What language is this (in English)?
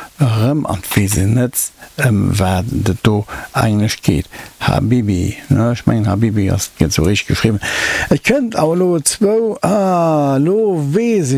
Luxembourgish